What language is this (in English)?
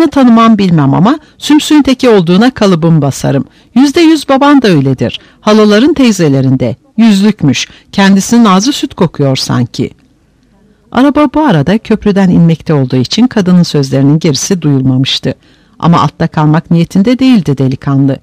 Turkish